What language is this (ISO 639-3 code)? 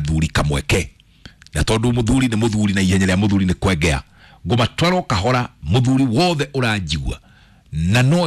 kik